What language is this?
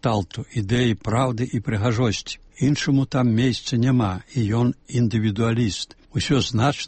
Belarusian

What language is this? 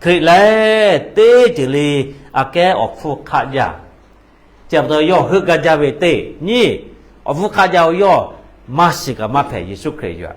Lahu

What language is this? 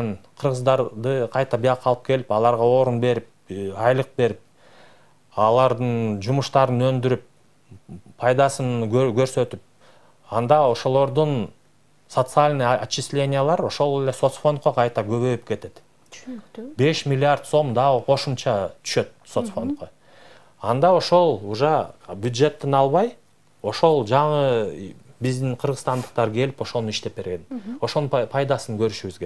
Kyrgyz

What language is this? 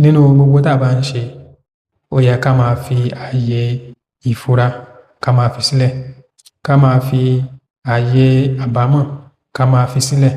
Yoruba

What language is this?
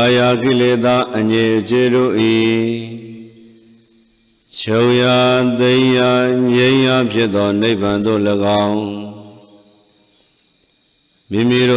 Burmese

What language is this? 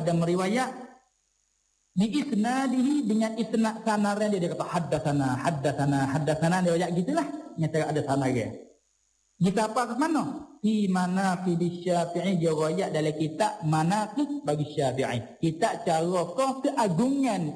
Malay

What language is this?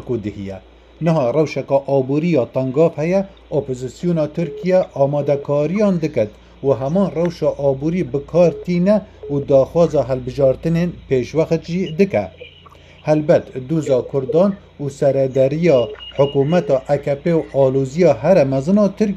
Kurdish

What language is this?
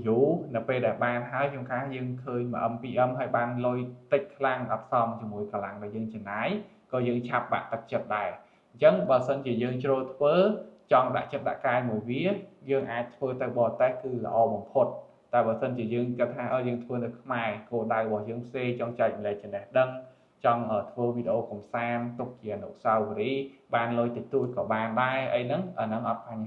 Khmer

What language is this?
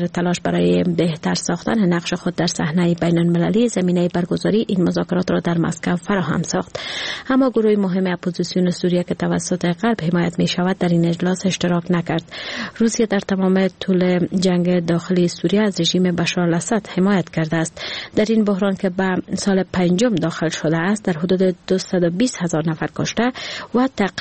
Persian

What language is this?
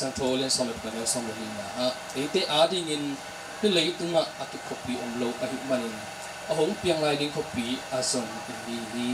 Tedim Chin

